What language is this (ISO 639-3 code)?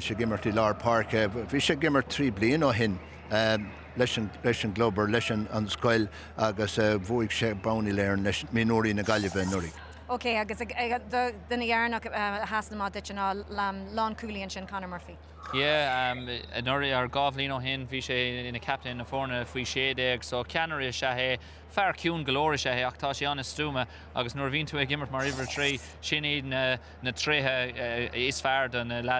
gle